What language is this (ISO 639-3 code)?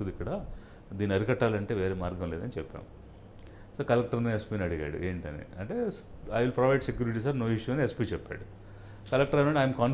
tel